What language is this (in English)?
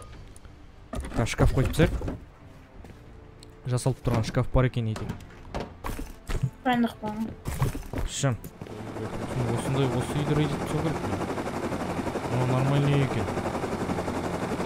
Kazakh